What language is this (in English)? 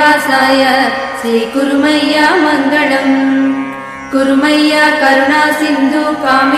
Telugu